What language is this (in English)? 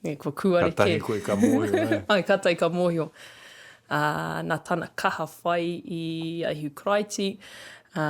Māori